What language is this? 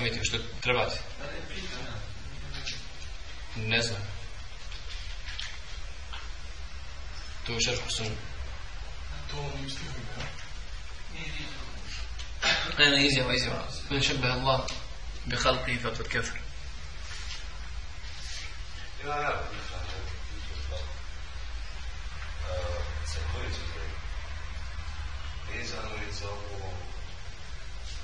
Bosnian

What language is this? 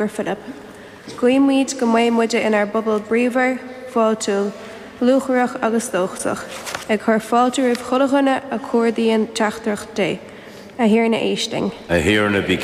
Irish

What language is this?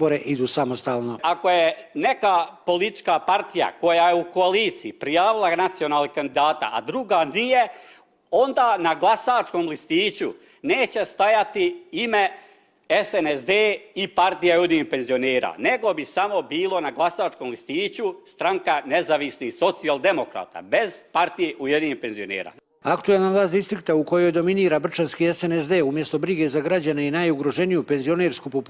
Bosnian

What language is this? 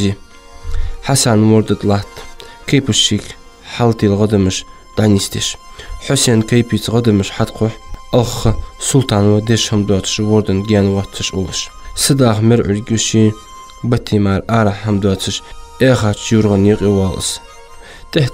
Ingush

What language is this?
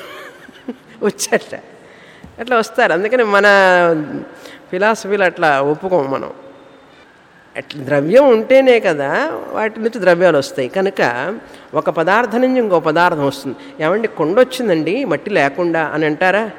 Telugu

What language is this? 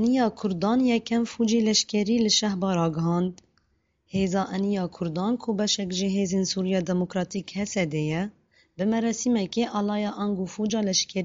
Kurdish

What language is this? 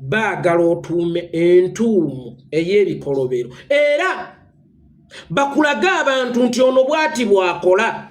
Ganda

